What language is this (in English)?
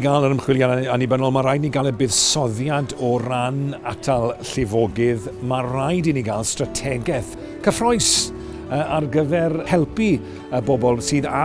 Welsh